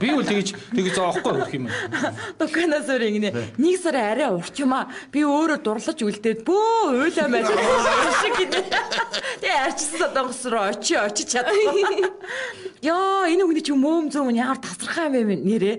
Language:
Mongolian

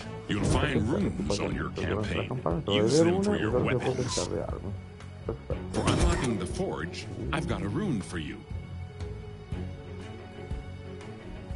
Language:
Italian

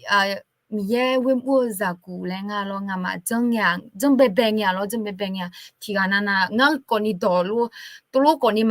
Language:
Akha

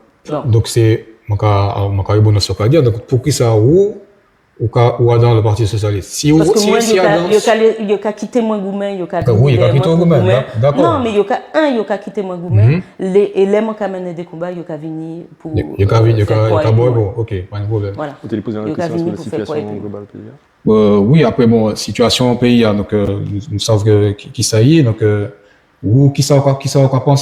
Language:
Guadeloupean Creole French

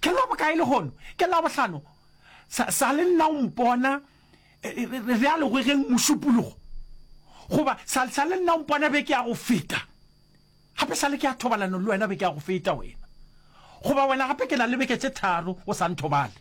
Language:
Northern Sotho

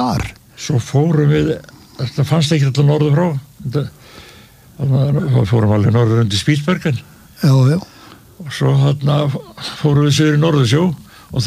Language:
Icelandic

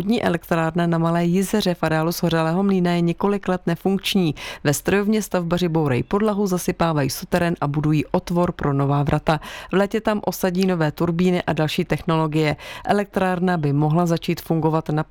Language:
Czech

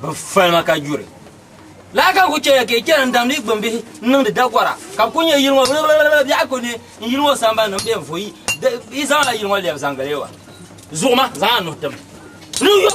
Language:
Dagbani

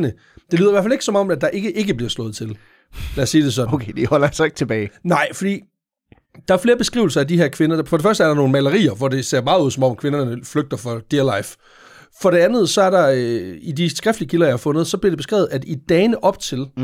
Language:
Danish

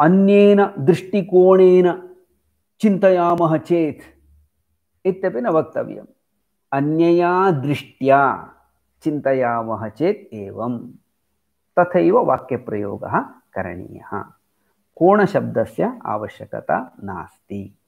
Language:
Sanskrit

